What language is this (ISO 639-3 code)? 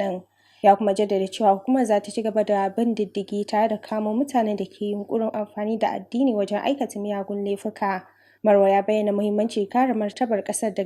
hau